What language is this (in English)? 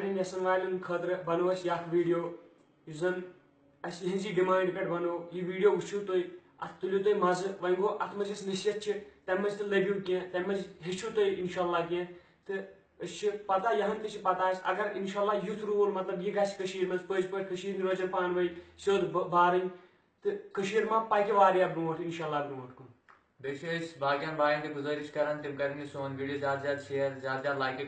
Kashmiri